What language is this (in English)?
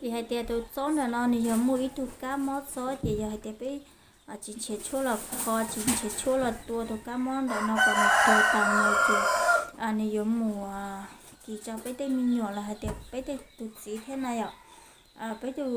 Hmong